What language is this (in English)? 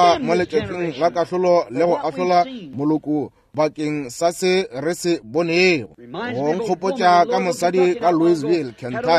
Northern Sotho